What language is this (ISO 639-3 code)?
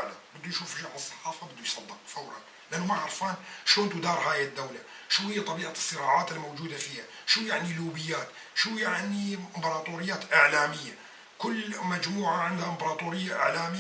apc